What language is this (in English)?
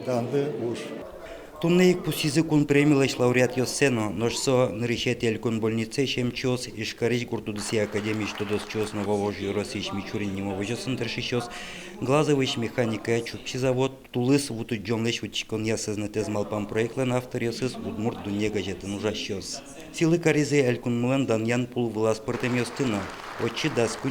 Udmurt